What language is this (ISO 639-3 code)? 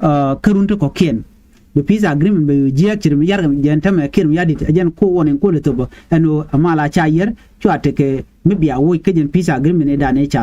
nus